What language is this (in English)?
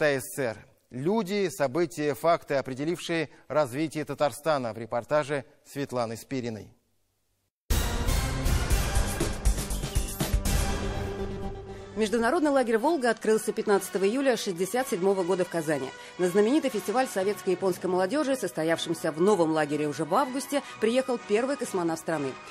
Russian